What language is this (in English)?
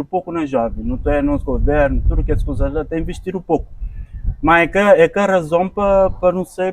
Kabuverdianu